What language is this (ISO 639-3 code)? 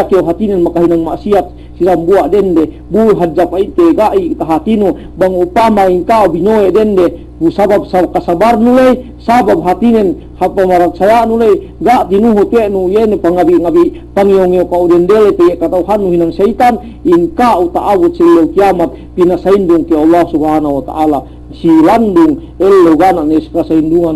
yka